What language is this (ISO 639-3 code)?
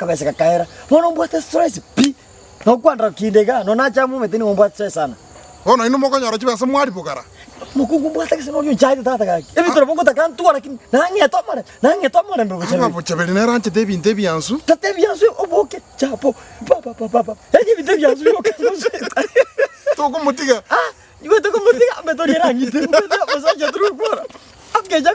guz